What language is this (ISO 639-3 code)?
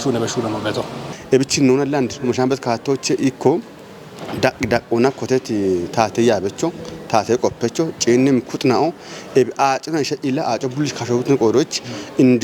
kbr